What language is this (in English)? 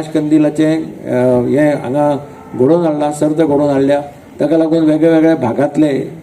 Konkani